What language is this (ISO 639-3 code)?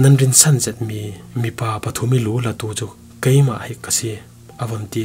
cfm